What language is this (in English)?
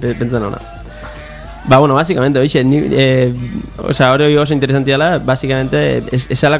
Basque